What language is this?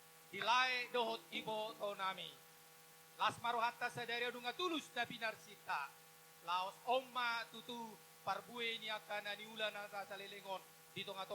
Batak Toba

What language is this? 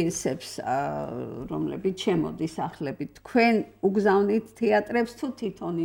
Georgian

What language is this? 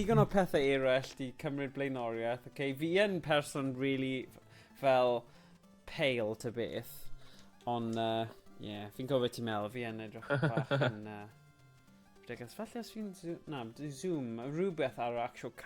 Welsh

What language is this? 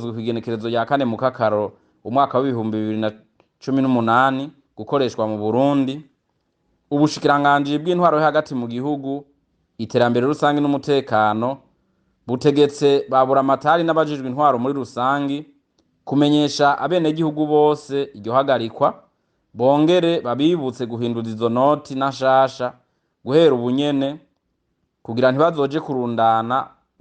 Rundi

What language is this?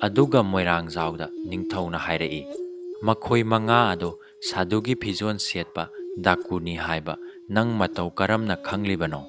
Manipuri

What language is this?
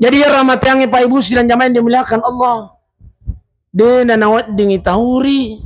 Buginese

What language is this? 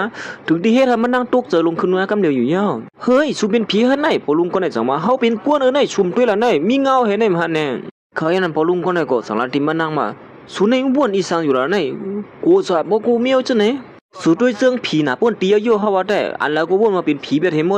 Shan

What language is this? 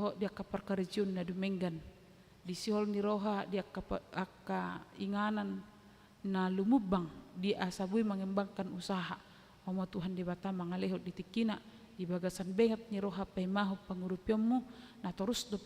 Batak Toba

